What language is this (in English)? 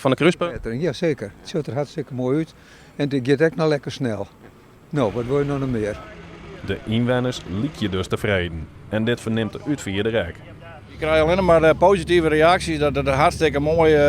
Western Frisian